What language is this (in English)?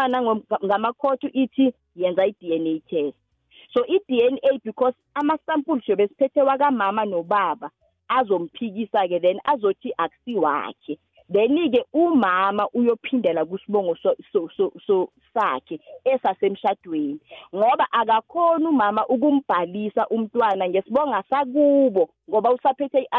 South Ndebele